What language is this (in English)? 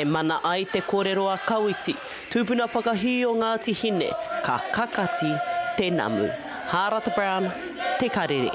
Māori